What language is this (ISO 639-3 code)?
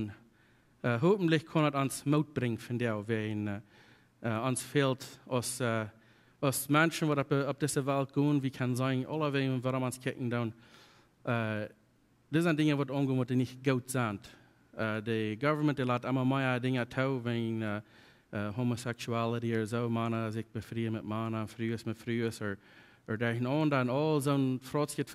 pdt